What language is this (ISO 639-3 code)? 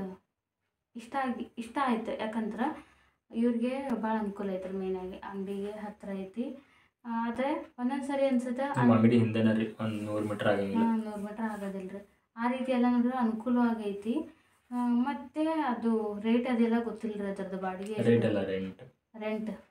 kan